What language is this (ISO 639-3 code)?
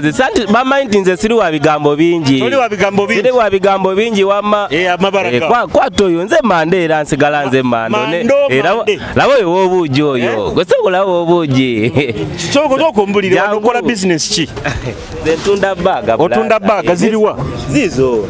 nyo